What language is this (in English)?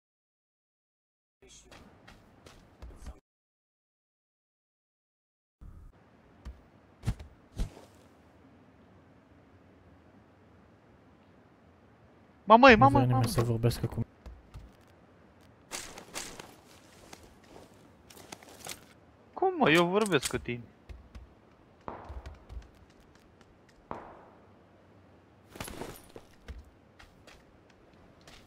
Romanian